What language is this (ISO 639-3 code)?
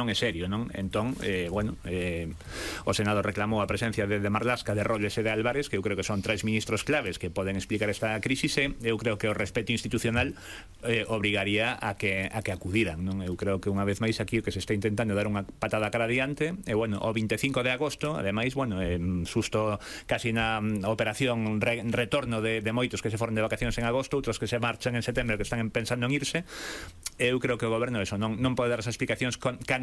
glg